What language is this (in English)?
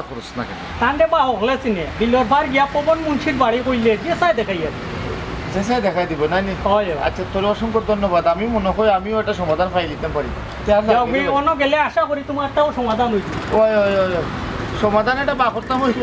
Sylheti